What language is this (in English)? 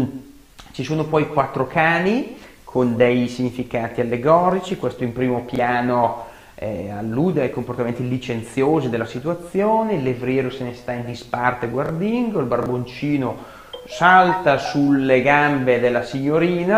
Italian